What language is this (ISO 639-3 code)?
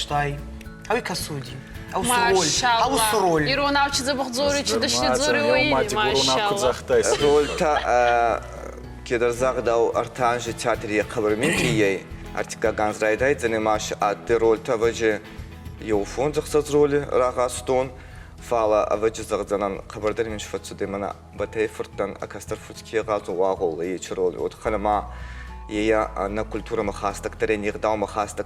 oss